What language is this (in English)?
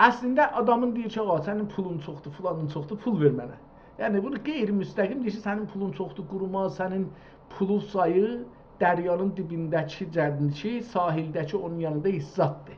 South Azerbaijani